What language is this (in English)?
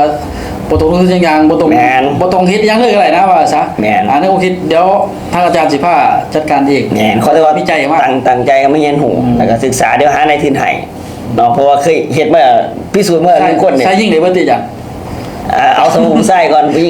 Lao